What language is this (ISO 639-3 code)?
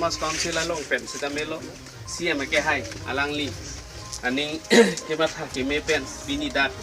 mjw